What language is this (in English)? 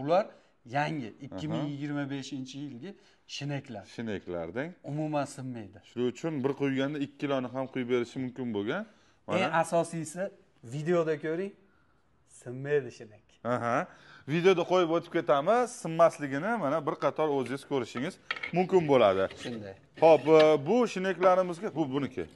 Uzbek